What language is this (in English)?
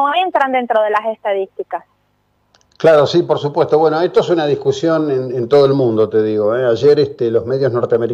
Spanish